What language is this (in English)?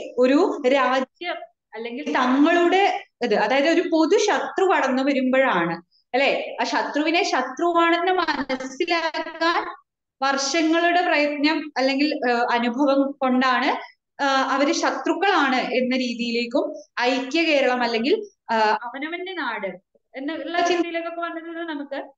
Malayalam